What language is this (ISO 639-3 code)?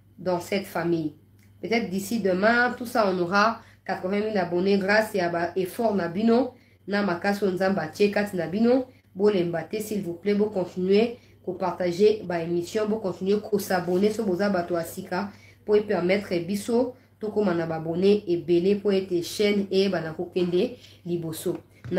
fra